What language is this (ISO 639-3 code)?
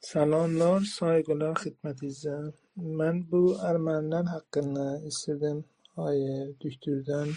azb